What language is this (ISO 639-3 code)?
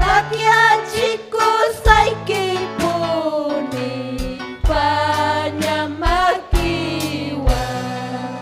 quy